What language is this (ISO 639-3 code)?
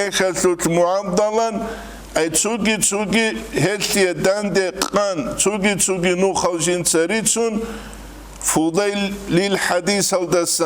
ava